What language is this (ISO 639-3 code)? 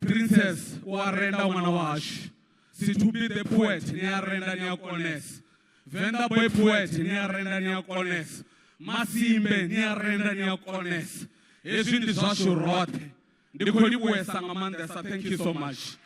ven